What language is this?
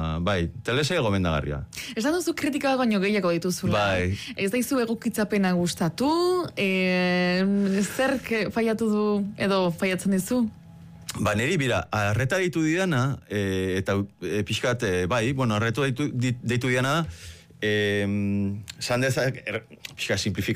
Basque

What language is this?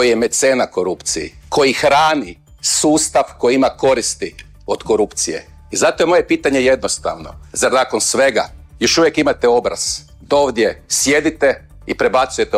Croatian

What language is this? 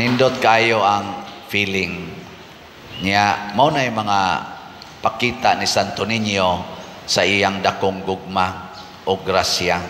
Cebuano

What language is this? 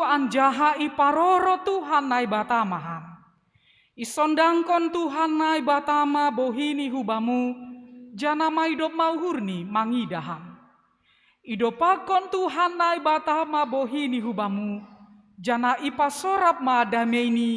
Batak Simalungun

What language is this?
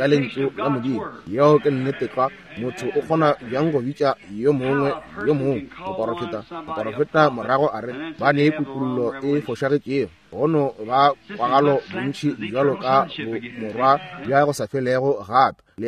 Northern Sotho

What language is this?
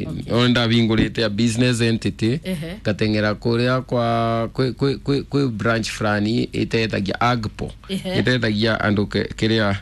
Kikuyu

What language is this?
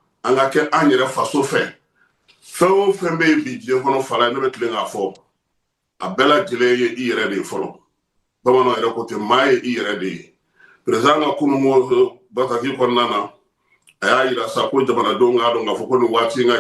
Bambara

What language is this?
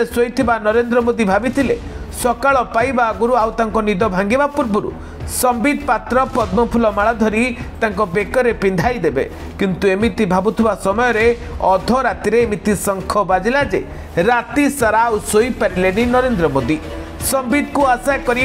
Odia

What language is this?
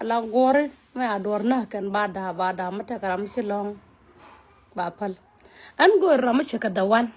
Nuer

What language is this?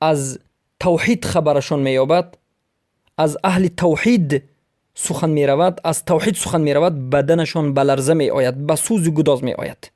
Persian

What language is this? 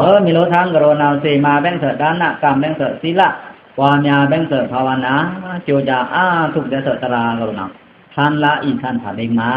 Pa'o Karen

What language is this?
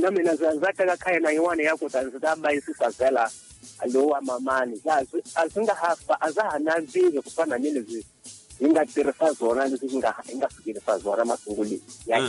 Tsonga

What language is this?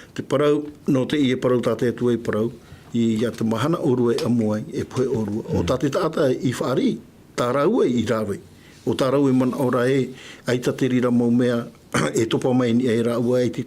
Tahitian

